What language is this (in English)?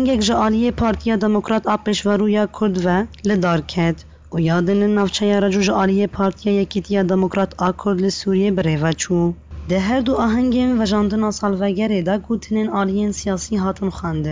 Kurdish